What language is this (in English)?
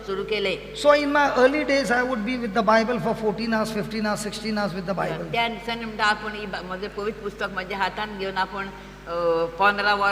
Konkani